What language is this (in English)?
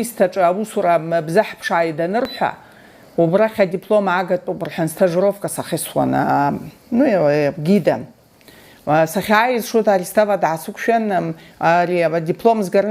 Abkhazian